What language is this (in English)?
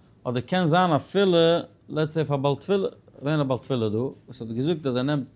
Yiddish